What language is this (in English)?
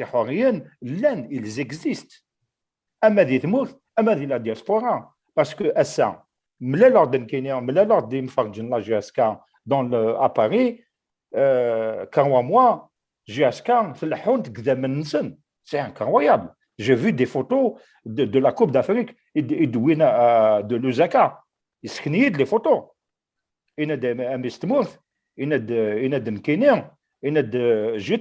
Kabyle